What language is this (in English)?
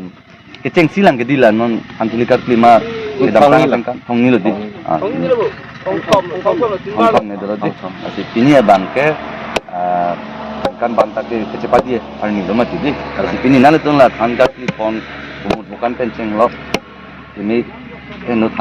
Karbi